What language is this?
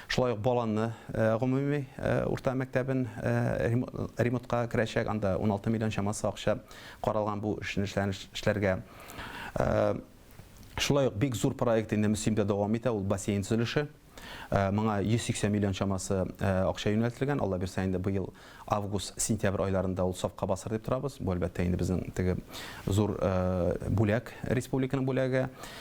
Tatar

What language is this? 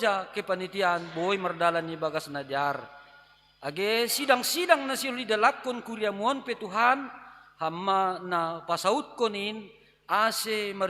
Batak Simalungun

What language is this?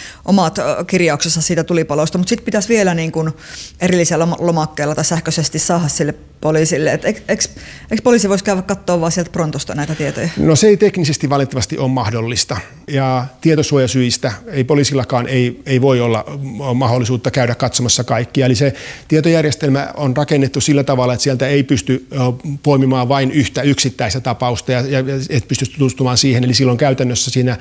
Finnish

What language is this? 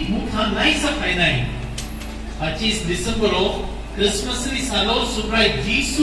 Kok Borok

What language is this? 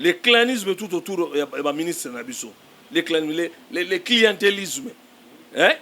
Lingala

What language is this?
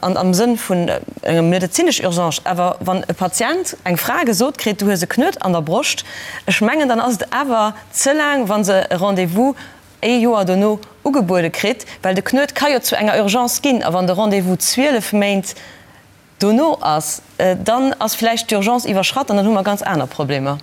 Luxembourgish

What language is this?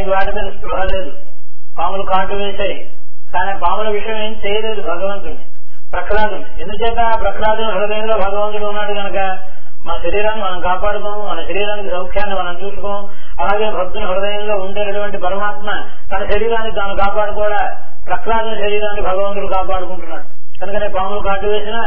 Telugu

